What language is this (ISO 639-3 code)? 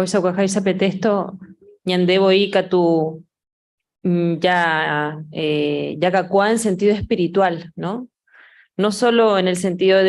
grn